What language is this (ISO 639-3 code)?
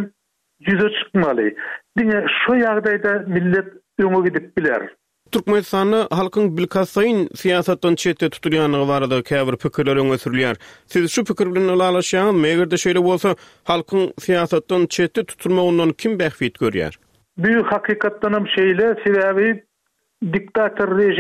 tuk